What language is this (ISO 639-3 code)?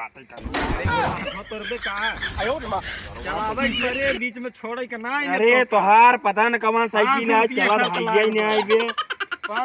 awa